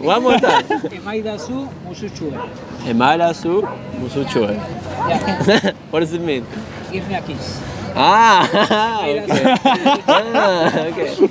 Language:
Western Frisian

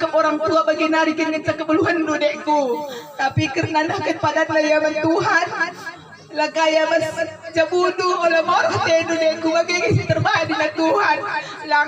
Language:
Batak Karo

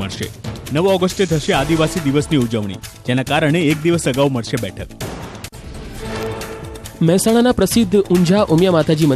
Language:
Gujarati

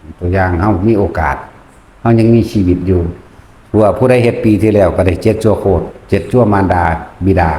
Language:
Northeastern Thai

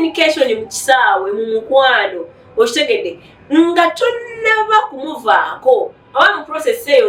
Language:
Ganda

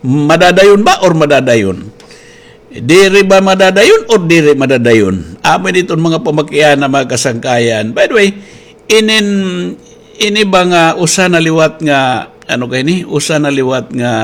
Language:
Waray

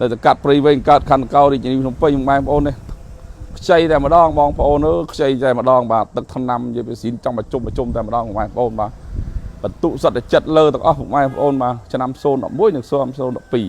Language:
Khmer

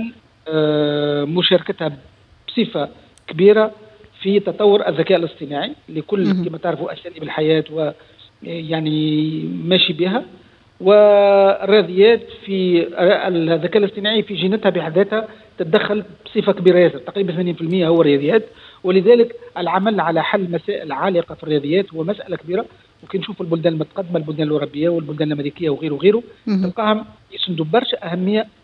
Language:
Tunisian Arabic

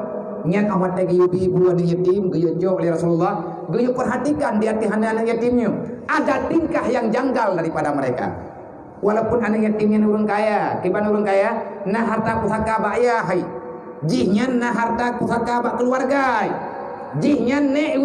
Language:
Achinese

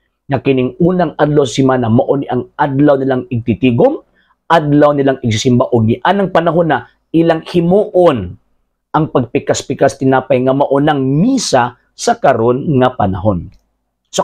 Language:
Cebuano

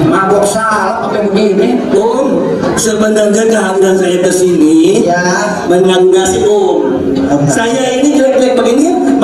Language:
Betawi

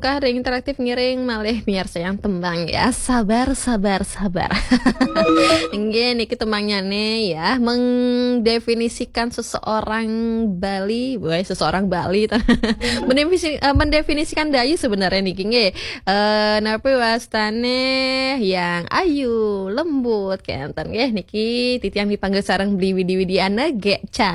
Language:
Balinese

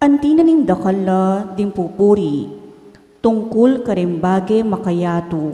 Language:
Pampanga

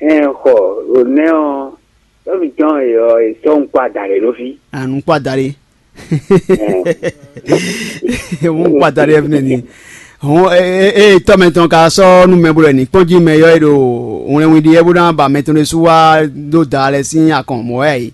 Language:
Fon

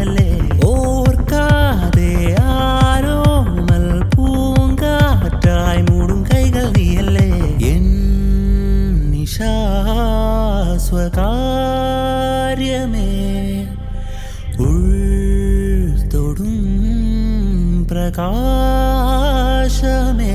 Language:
Malayalam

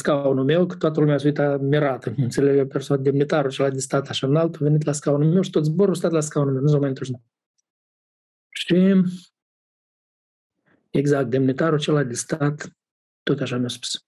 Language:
Romanian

